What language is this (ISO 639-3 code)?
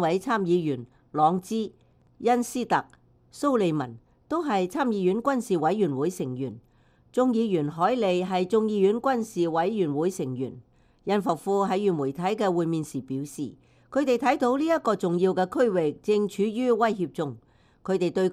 yue